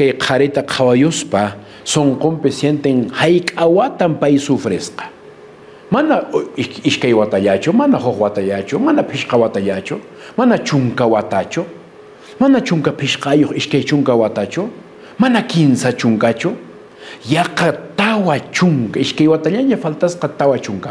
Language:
Quechua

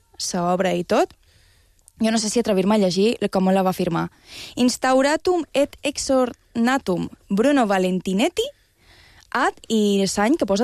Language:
Catalan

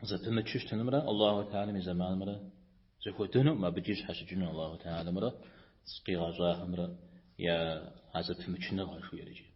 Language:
Kabardian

